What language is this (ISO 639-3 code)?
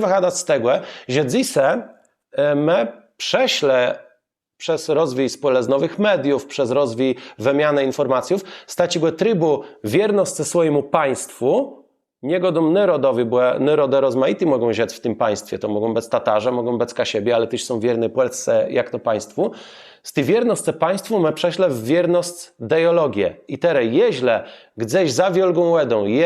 csb